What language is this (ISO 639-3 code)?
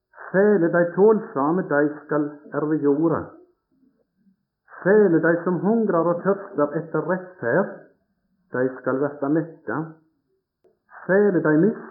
nor